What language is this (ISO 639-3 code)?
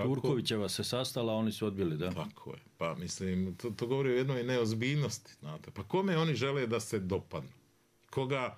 bos